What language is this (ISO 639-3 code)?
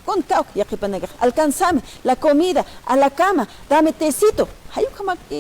aym